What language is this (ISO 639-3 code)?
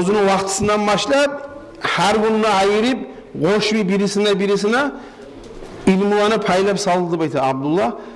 kum